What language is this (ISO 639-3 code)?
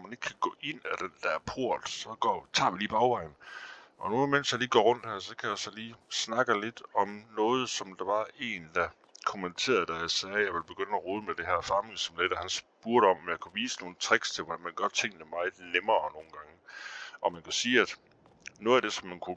dan